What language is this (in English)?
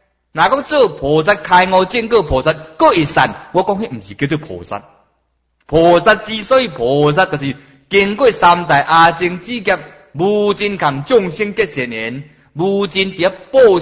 Min Nan Chinese